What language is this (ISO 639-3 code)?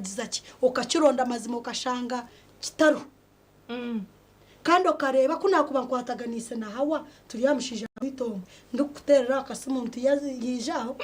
nyn